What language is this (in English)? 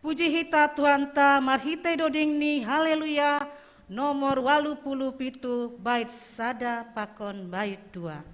Batak Simalungun